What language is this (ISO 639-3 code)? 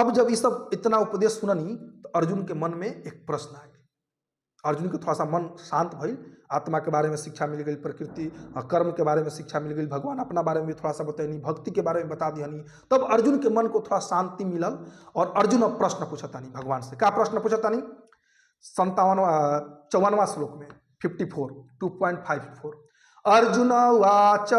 bho